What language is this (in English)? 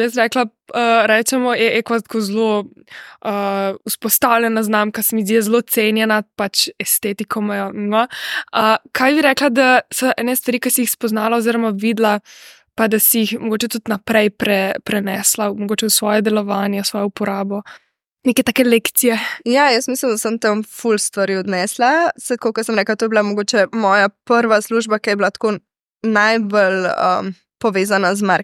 Slovenian